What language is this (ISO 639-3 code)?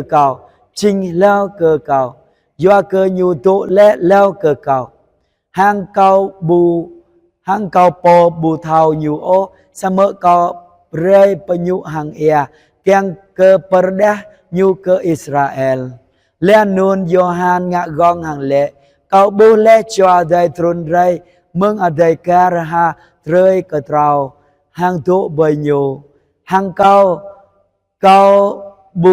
jra